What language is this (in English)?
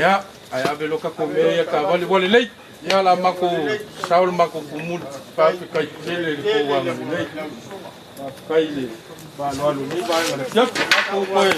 Samoan